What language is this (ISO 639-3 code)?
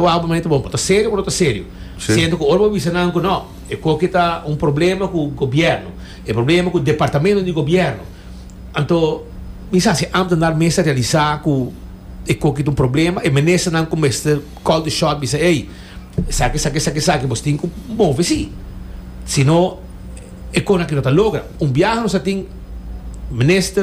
pap